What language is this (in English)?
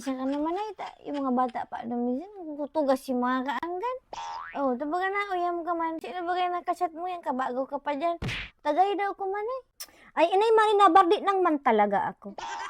Bikol